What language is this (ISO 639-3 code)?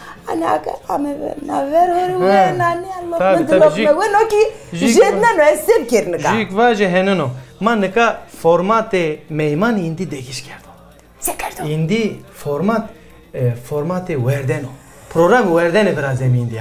zza